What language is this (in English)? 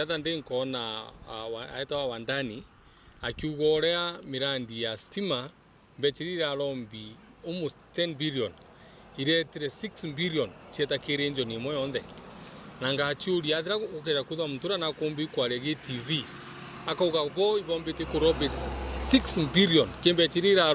Meru